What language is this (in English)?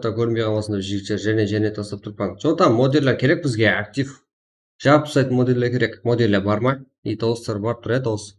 Kara-Kalpak